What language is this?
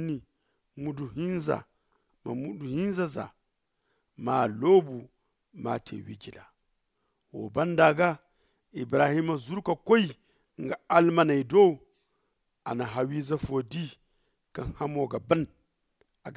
Zarma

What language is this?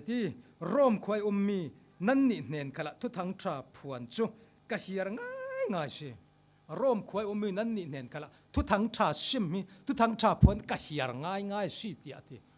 Falam Chin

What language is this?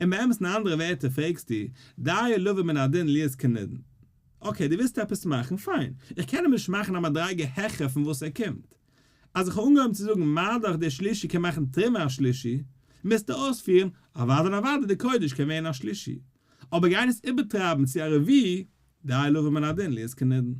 Yiddish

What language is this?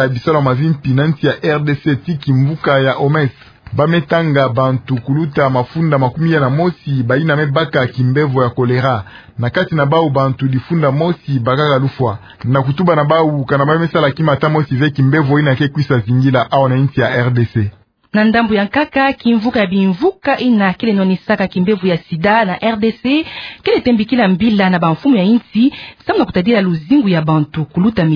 Kituba (Democratic Republic of Congo)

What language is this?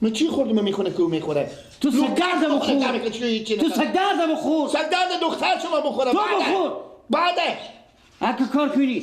Persian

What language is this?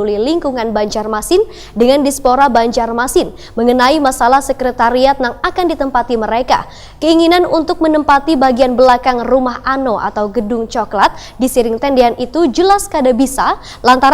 Banjar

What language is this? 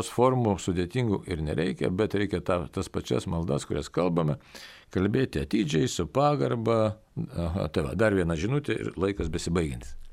Lithuanian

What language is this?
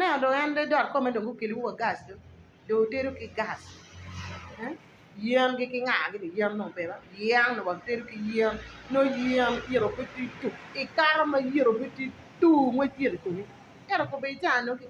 Acoli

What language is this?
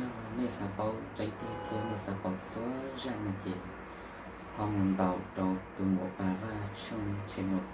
Hmong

